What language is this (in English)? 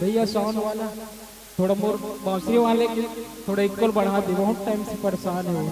Chhattisgarhi